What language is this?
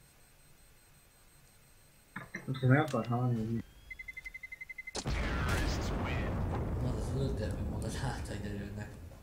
Hungarian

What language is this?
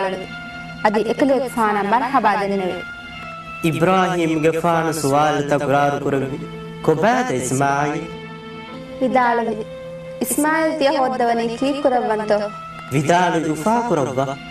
Divehi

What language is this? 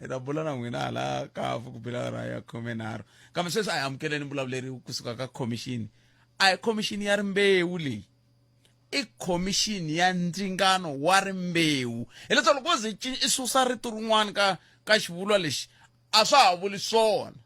Tsonga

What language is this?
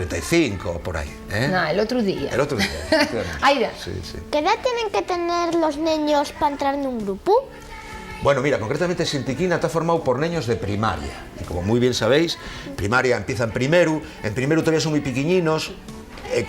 Asturian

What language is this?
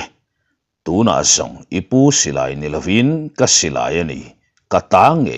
Mizo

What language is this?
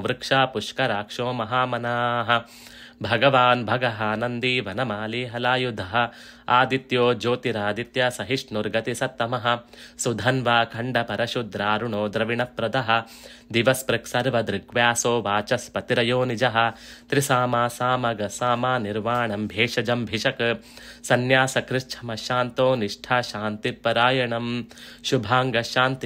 Sanskrit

